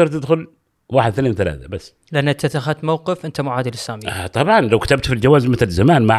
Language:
Gulf Arabic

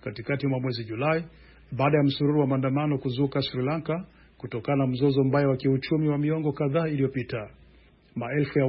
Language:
Swahili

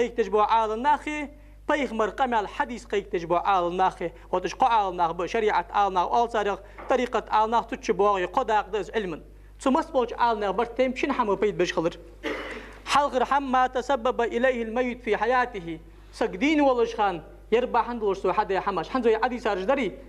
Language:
Ingush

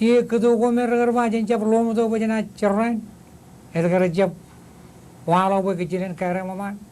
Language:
Marshallese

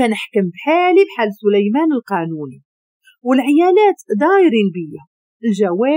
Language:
Moroccan Arabic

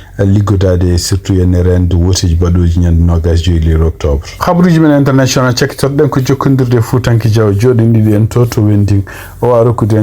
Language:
Fula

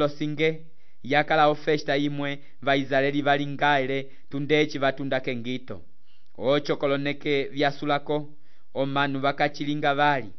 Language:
Umbundu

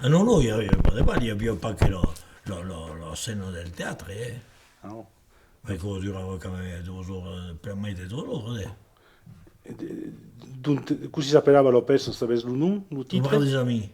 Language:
Occitan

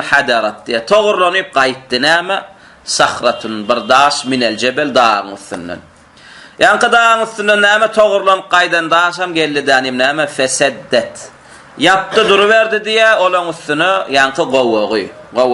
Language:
Turkmen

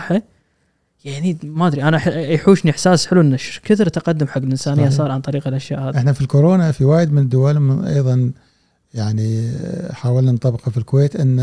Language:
Gulf Arabic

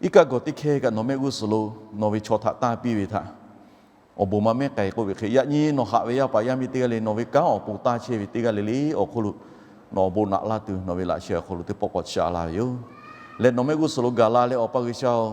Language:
Lahu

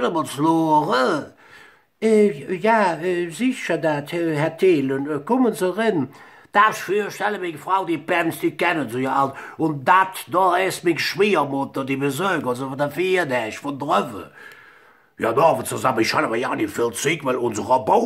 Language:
Colognian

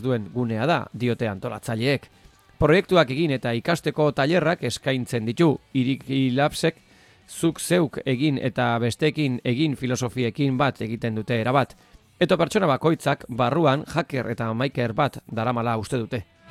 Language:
Basque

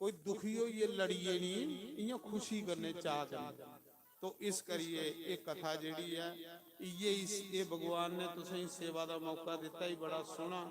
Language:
Dogri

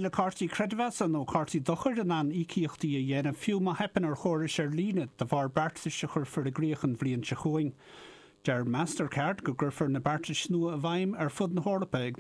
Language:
Irish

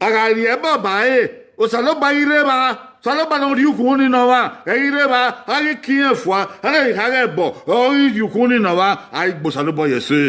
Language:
Bini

